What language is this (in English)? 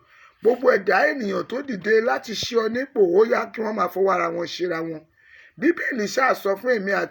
Yoruba